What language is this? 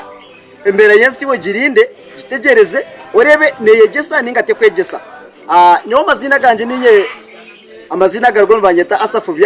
Nyankole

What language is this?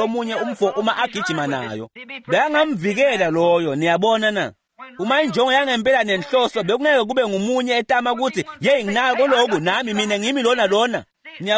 Swati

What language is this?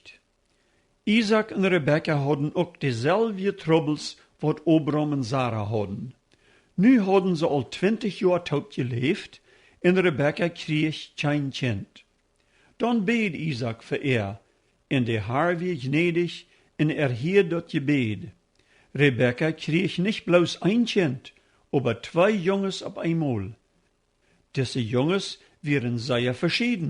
Plautdietsch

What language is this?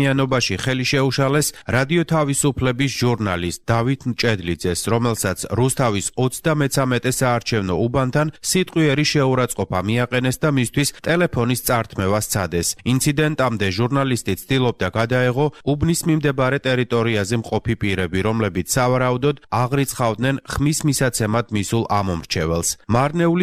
Georgian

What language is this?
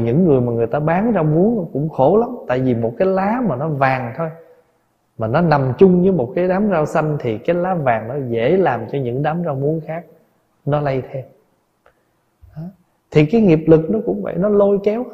Vietnamese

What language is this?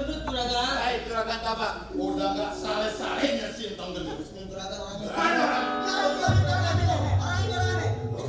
Betawi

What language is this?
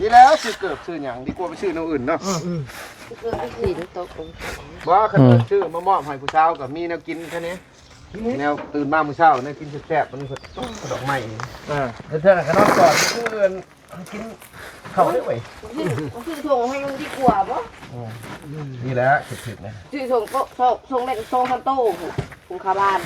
Northeastern Thai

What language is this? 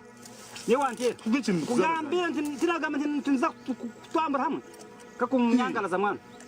Nyankole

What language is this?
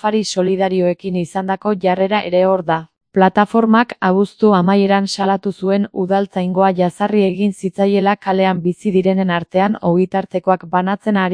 Basque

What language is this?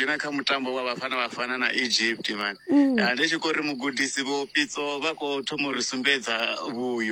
Venda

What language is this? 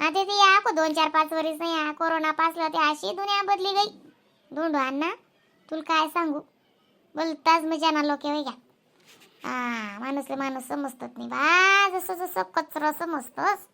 Khandesi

